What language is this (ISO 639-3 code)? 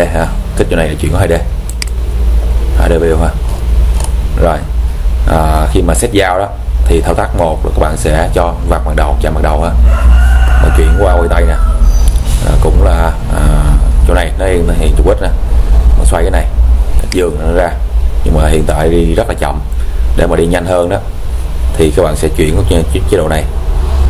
vie